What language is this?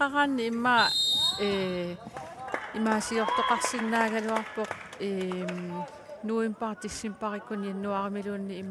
Kalaallisut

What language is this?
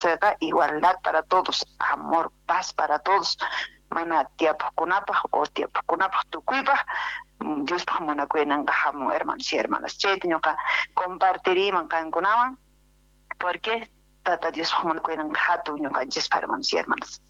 South Bolivian Quechua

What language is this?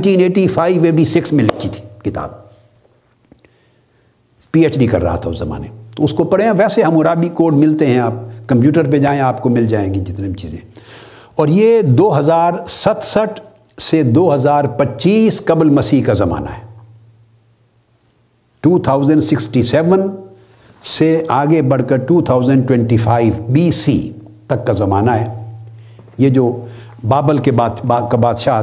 Urdu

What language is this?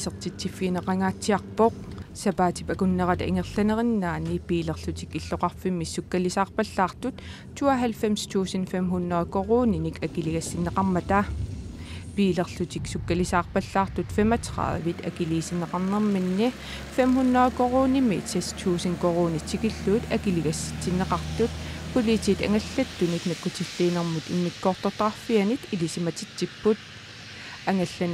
Kalaallisut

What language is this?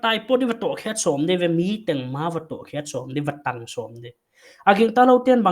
Paite Chin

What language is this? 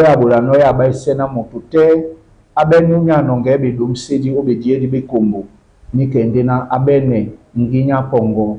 Duala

